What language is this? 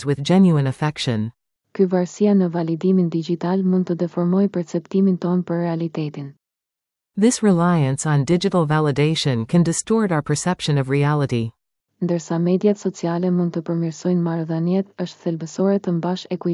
Albanian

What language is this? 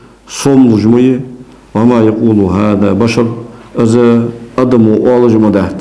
Ingush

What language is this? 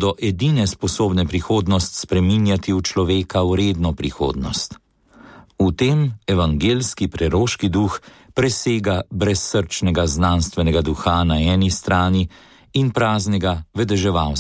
Slovenian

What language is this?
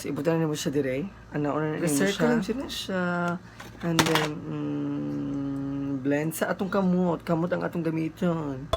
Cebuano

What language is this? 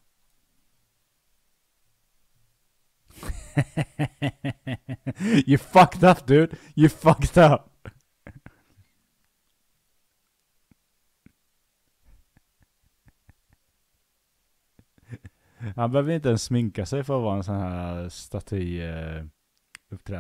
Swedish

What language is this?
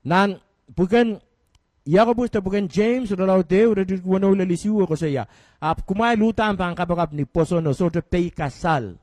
Pohnpeian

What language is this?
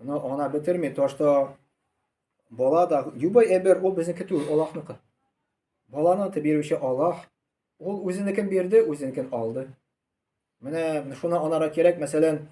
Tatar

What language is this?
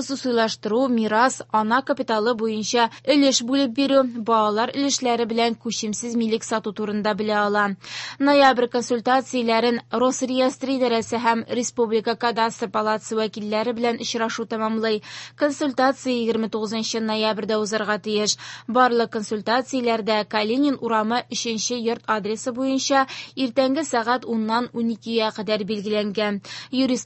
Tatar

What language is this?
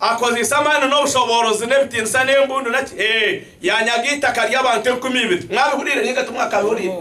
Nyankole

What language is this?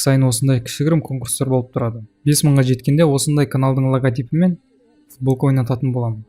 Kazakh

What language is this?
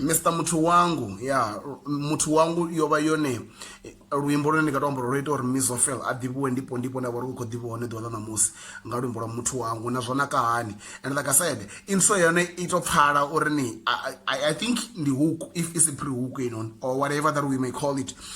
Venda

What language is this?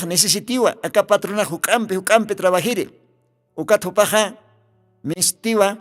Aymara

